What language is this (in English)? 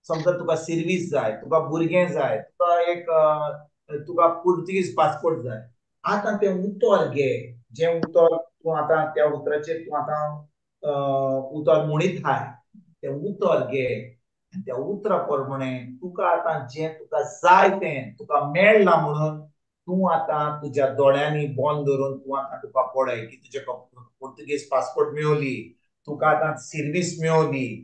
Konkani